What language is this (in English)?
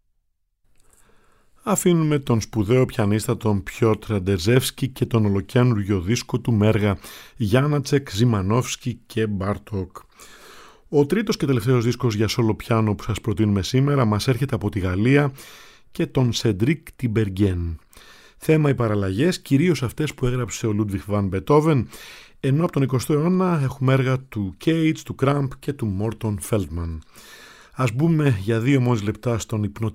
Greek